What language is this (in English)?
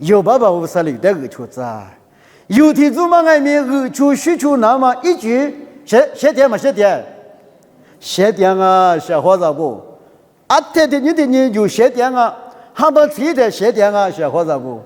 Lisu